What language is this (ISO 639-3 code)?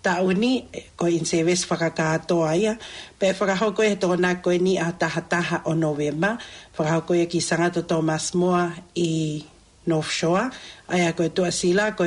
ton